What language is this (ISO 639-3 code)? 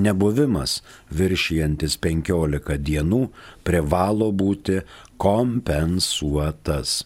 lit